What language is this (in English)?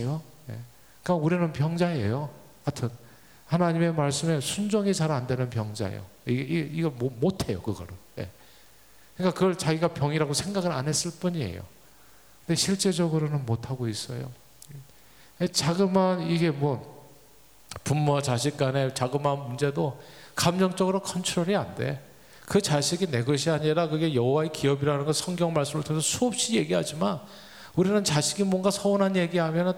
Korean